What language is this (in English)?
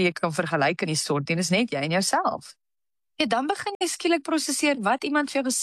Afrikaans